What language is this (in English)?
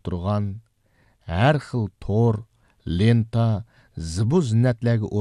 Uyghur